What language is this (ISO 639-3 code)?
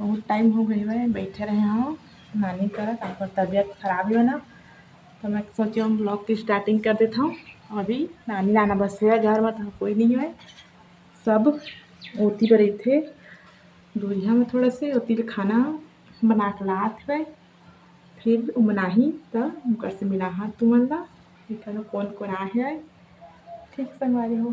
hne